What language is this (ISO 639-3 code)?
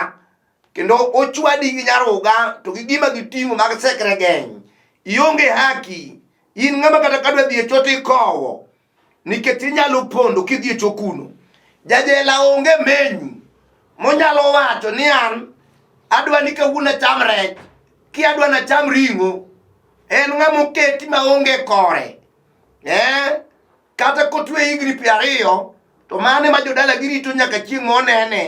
luo